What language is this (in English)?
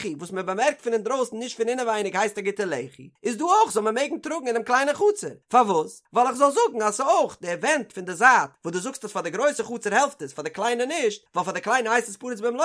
Yiddish